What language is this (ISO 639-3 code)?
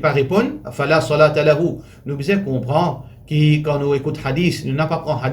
mfe